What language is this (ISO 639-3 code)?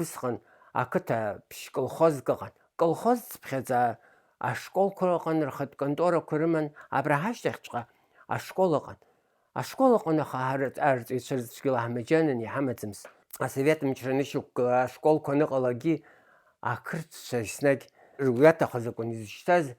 abk